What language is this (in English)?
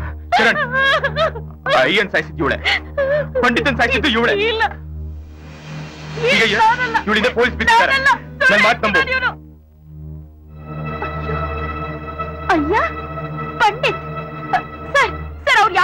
Kannada